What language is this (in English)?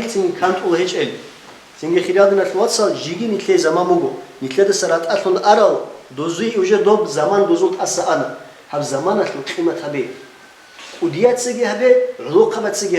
Avaric